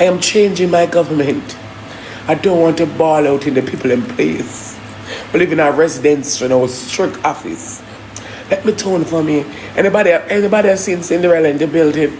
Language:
Jamaican Creole English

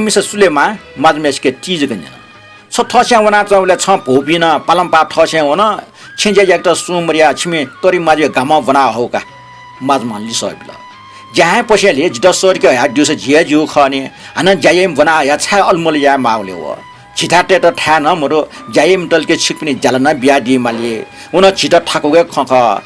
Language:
Newari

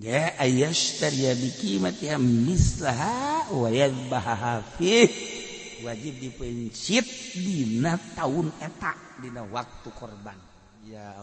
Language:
Sundanese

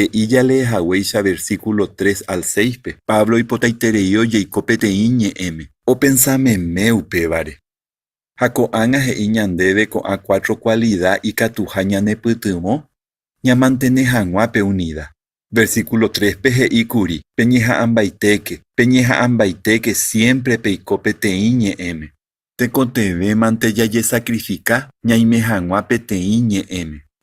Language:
Guarani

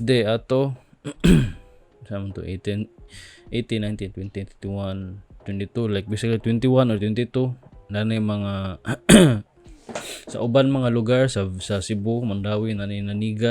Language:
Cebuano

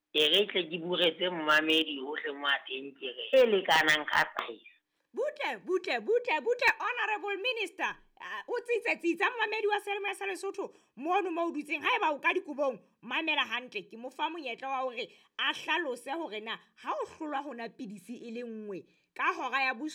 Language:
Southern Sotho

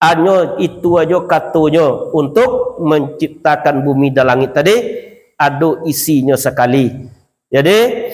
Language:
Minangkabau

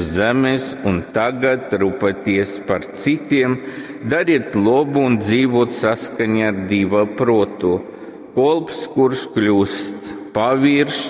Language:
Latgalian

